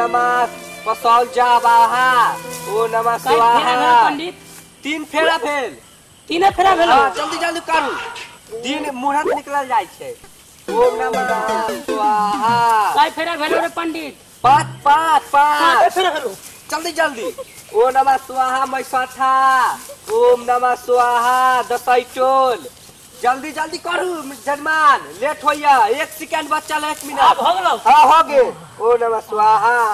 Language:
Maithili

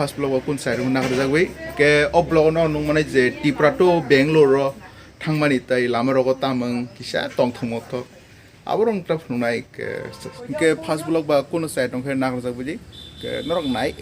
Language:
Kok Borok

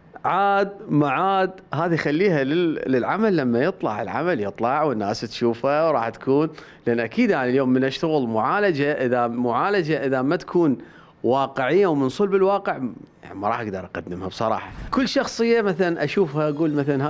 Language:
Mesopotamian Arabic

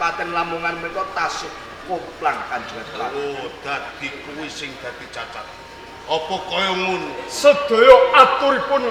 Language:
Javanese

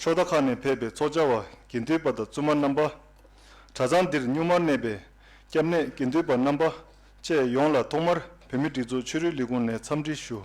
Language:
Tibetan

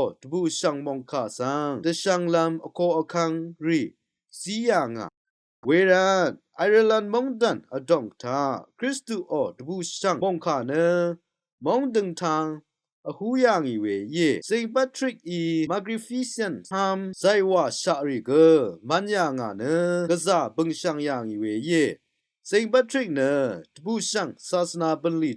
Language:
Rawang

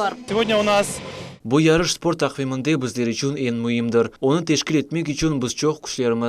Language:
Crimean Tatar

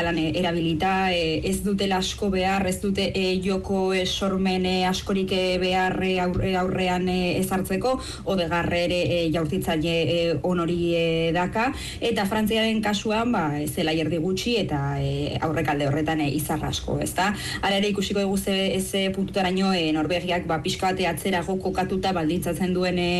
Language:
Basque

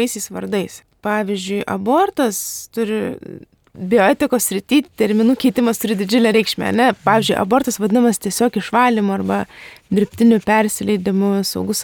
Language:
Lithuanian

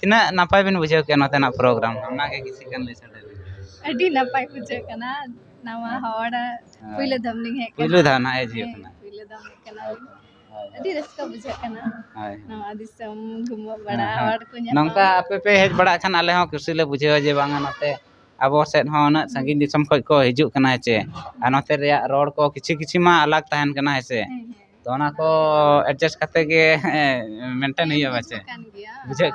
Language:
Santali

